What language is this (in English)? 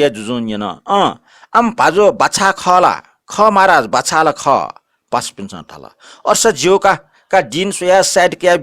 Newari